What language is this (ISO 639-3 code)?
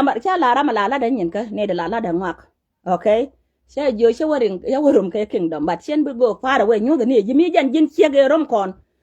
nus